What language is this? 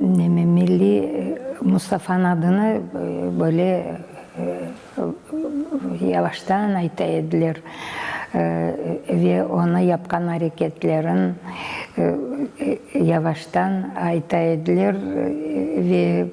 Crimean Tatar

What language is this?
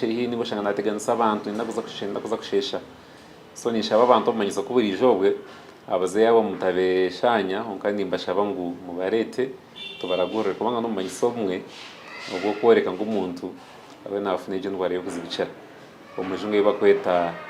Nyankole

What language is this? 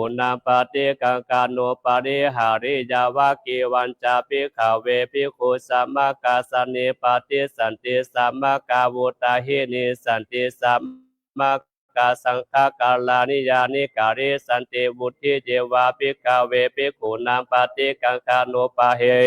Pali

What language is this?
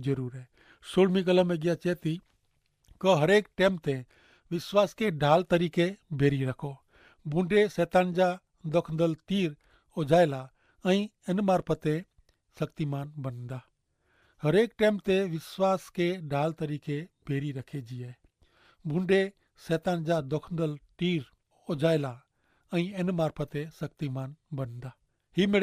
Kachhi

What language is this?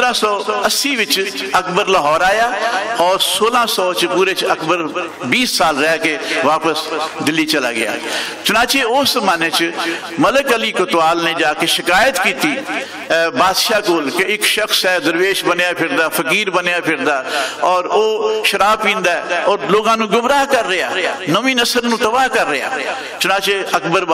Western Panjabi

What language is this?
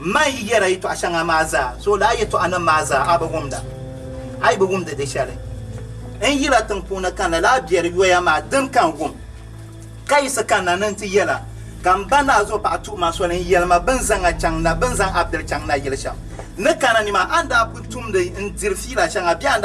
Dagbani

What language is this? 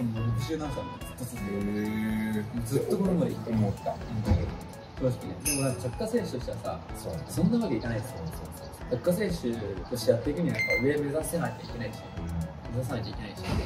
Japanese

